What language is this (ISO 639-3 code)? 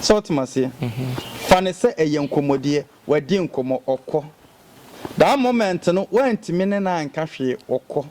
aka